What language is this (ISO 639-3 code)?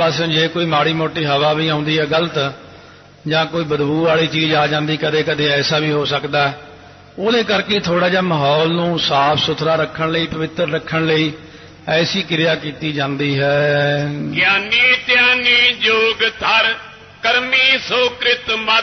pan